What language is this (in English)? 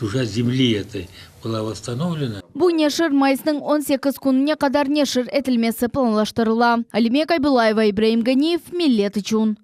Crimean Tatar